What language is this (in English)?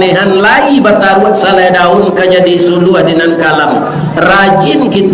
Minangkabau